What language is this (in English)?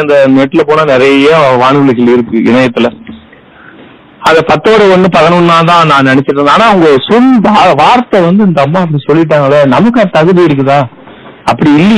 Tamil